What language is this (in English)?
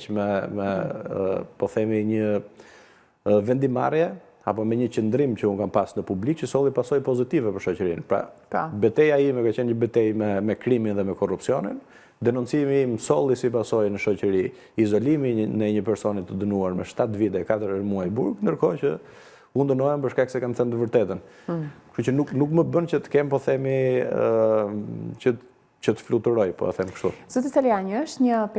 Albanian